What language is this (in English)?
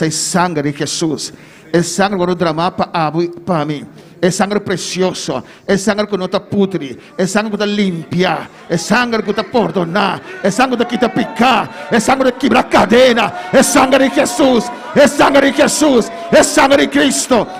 Papiamento